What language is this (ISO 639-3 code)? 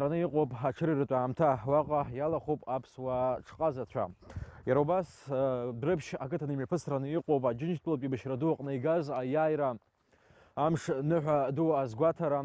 abk